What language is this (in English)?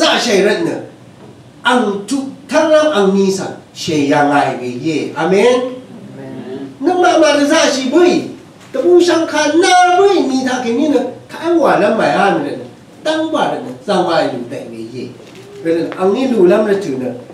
Rawang